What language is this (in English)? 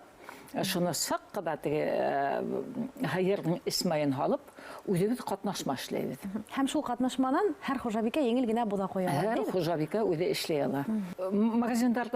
Bashkir